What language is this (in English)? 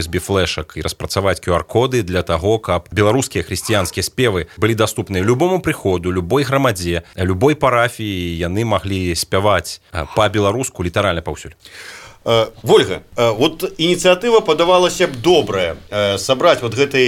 Belarusian